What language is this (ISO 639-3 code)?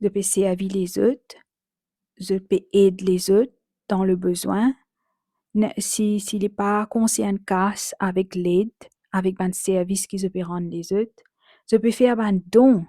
mfe